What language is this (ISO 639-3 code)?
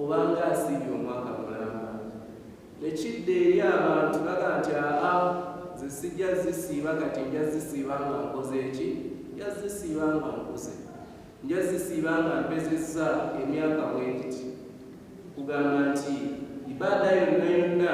lug